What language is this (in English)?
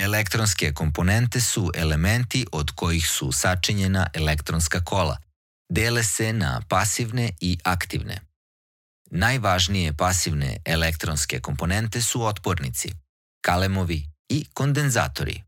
Serbian